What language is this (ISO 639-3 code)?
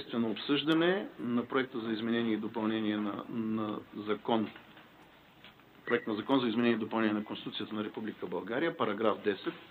bul